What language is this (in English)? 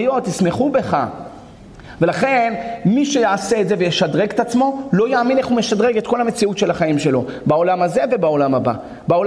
Hebrew